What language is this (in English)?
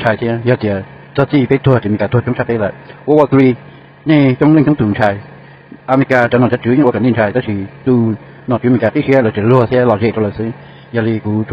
Hmong